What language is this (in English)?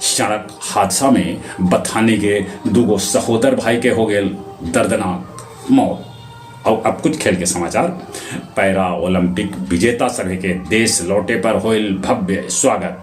Magahi